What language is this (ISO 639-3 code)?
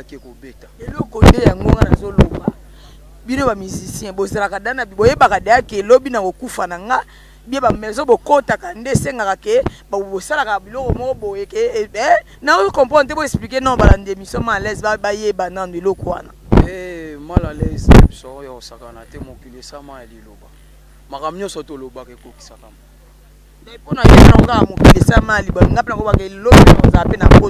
lin